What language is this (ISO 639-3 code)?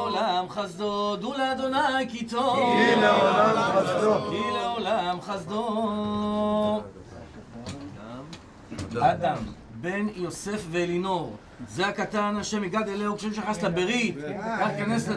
heb